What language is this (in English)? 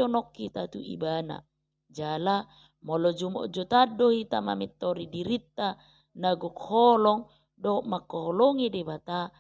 Batak Toba